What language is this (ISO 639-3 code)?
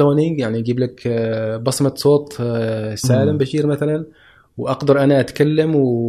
afb